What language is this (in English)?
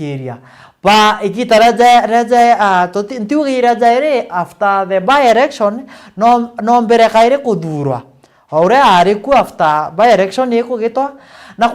Meru